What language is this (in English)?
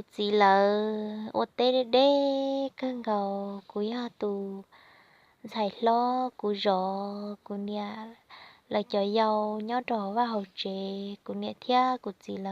Hmong